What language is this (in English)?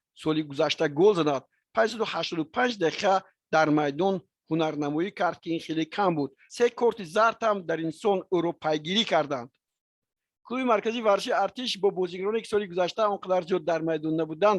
Tajik